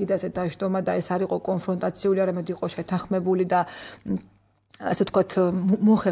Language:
Georgian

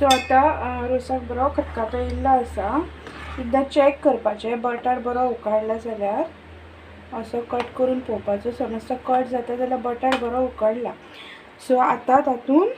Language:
Konkani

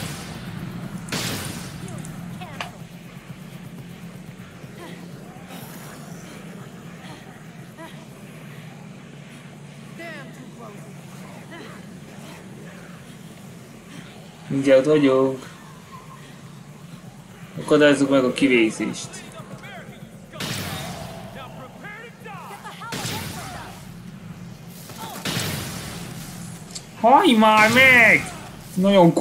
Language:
Hungarian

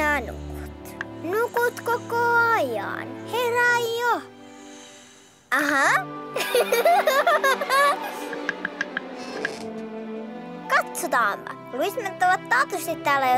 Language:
Finnish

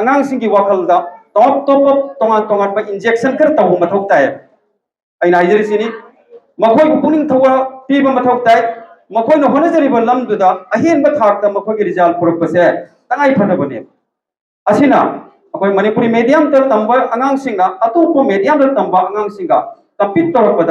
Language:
Manipuri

